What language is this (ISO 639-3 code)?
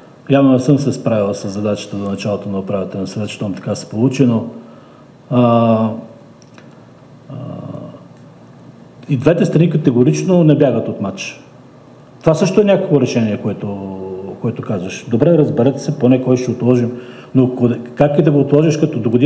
bul